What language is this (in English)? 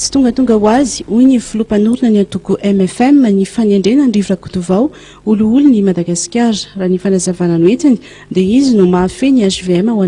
Malagasy